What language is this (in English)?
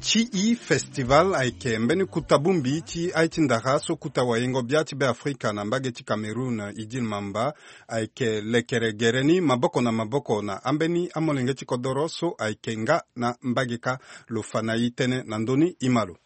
Sango